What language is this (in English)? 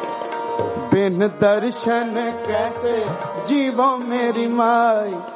Punjabi